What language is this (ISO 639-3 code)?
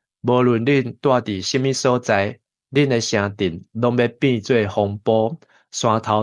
nan